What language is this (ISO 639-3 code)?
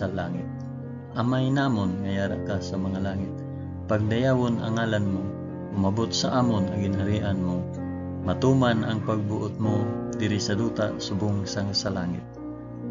hil